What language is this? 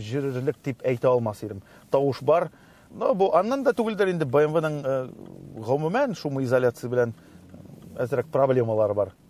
Tatar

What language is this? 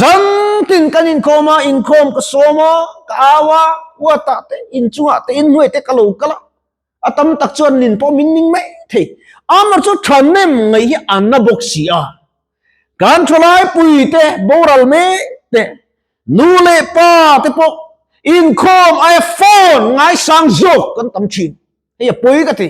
Mizo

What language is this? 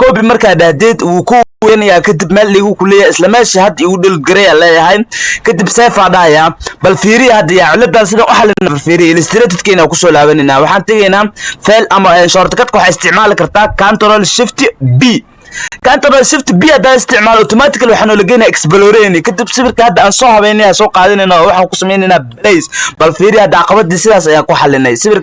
Somali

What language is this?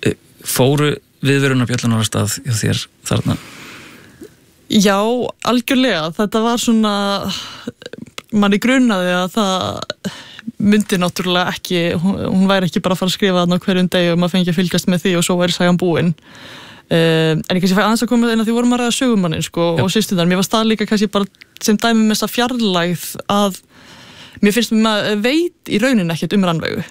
Icelandic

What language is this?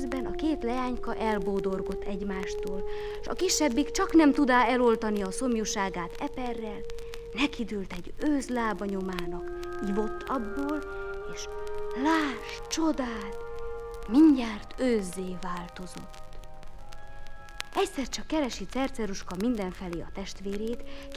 Hungarian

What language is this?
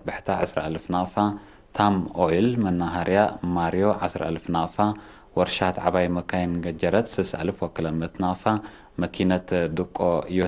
Tigre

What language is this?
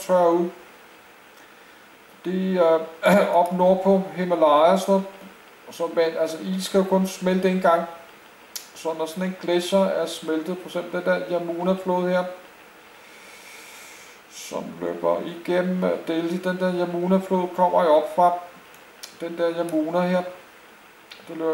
Danish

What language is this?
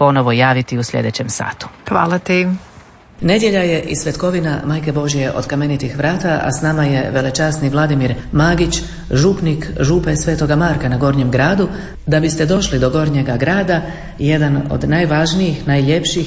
Croatian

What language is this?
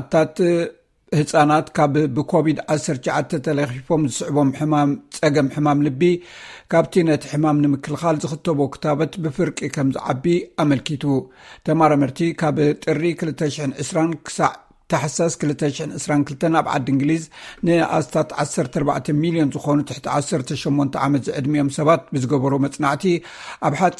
Tigrinya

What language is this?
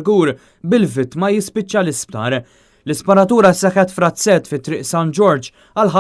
Maltese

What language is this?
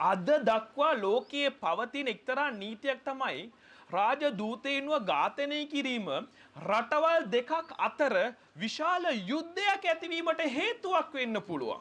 Sinhala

